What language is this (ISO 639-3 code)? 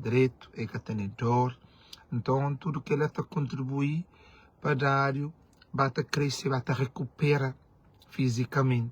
kea